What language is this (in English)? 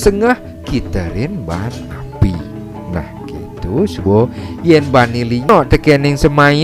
Balinese